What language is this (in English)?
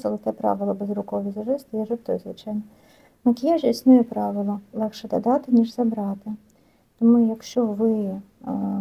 Ukrainian